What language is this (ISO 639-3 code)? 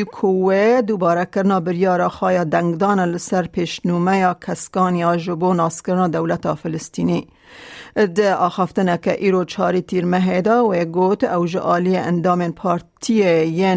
kur